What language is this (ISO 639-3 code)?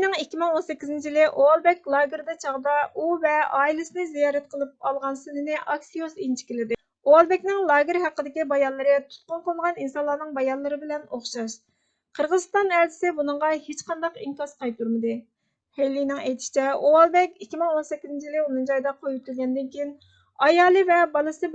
uig